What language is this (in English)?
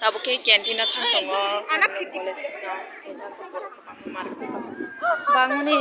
Kok Borok